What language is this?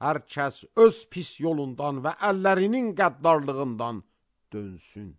Azerbaijani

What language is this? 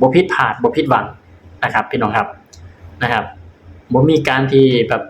Northeastern Thai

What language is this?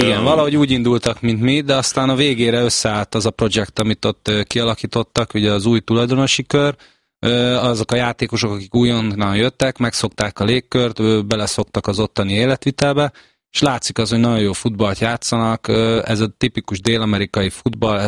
Hungarian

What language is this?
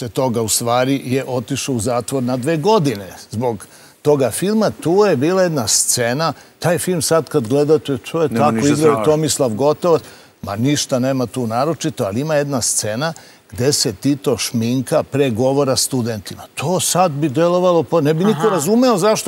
Serbian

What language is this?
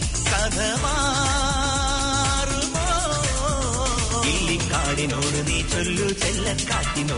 Malayalam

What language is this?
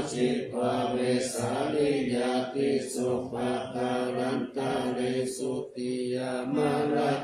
Pali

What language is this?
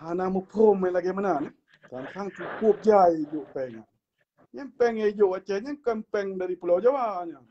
Achinese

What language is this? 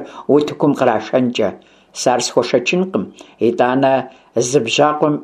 Kabardian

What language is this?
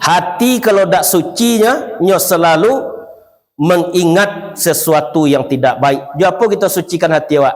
Minangkabau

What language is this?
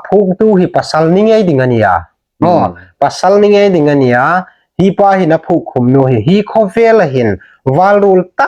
Hmar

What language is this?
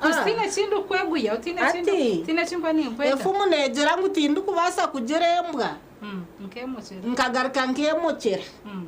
Nyankole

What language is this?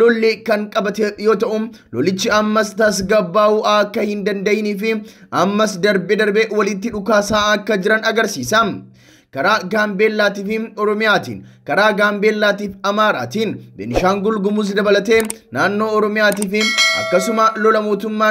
Oromo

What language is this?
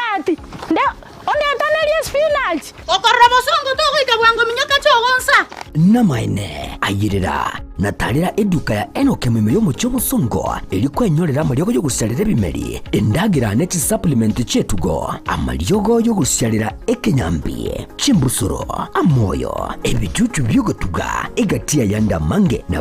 Gusii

